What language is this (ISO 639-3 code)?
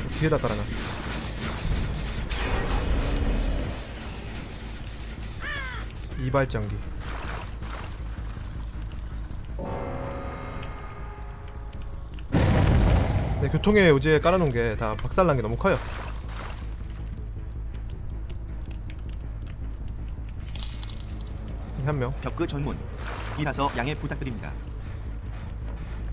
kor